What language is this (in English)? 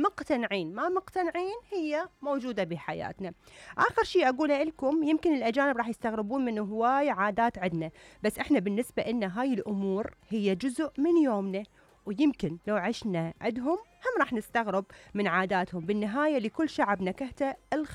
Mesopotamian Arabic